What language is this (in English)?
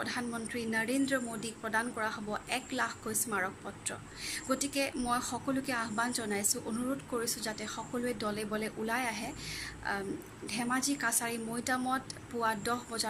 Assamese